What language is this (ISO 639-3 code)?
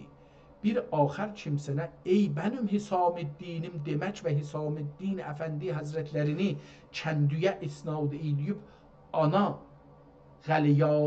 azb